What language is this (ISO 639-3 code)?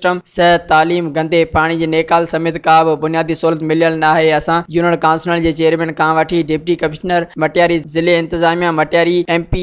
snd